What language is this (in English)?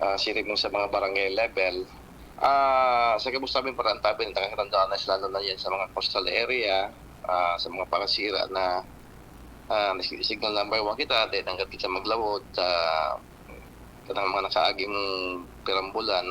Bikol